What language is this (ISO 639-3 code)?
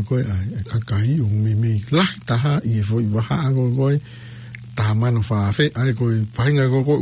ton